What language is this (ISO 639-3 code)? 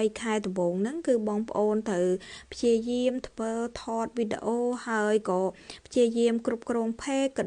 khm